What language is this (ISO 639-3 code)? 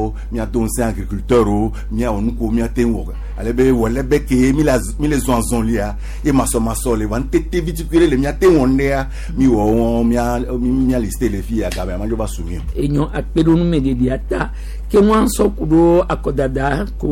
gej